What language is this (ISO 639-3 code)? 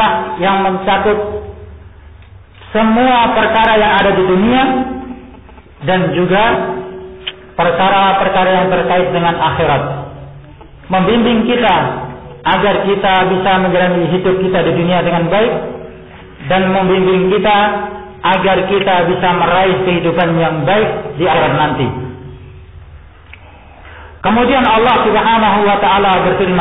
ind